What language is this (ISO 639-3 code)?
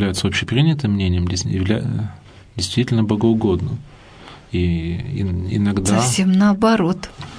rus